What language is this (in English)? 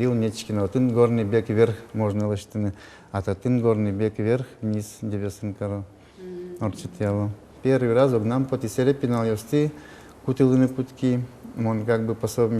Udmurt